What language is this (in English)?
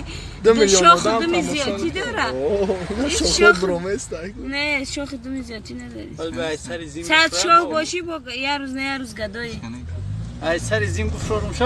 Tajik